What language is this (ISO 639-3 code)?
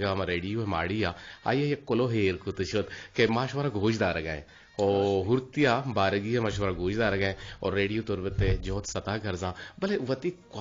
bgp